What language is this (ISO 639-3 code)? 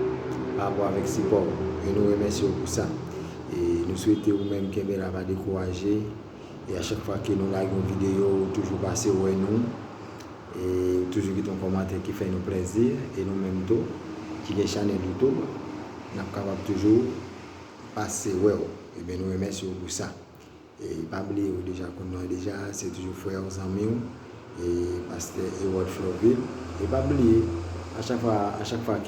hat